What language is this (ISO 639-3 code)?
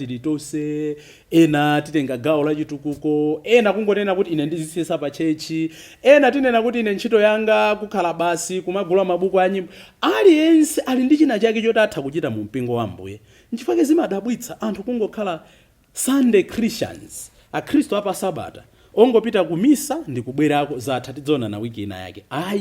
nya